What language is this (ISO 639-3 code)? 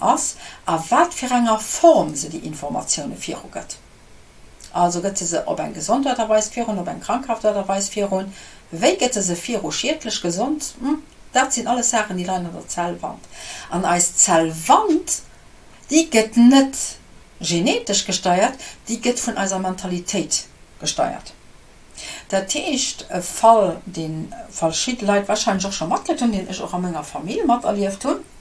ltz